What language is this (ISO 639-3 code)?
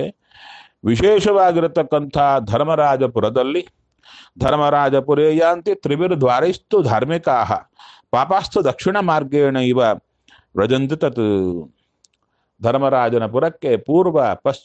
kan